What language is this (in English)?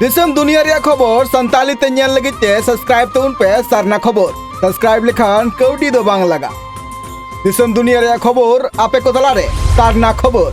Santali